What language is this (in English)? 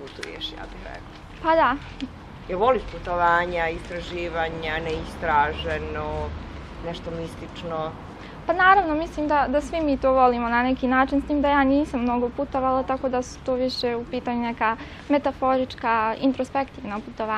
Bosnian